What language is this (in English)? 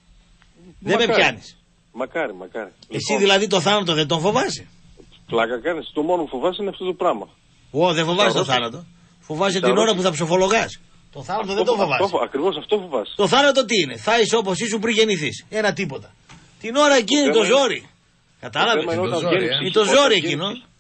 Greek